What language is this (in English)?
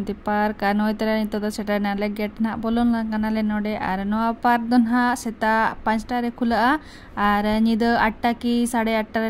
Santali